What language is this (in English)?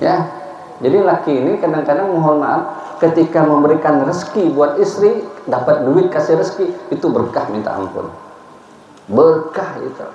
Banjar